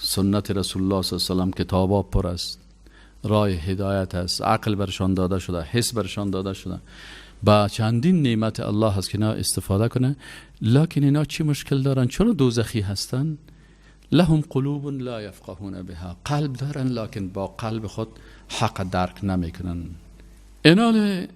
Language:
Persian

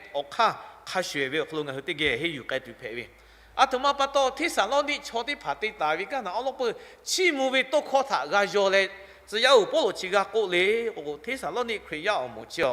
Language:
Lahu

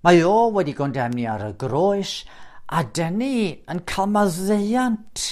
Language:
Welsh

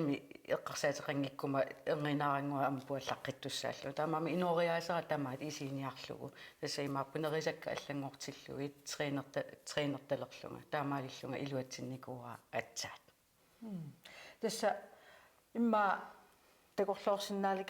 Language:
Kalaallisut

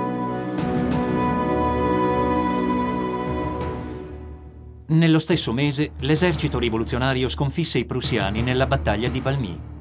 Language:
Italian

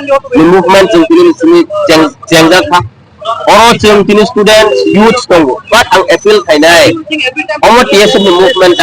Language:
Kok Borok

